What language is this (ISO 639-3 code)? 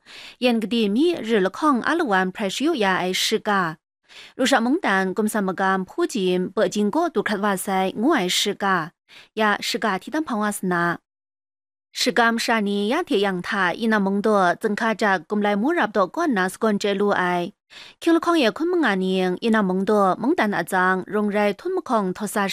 kac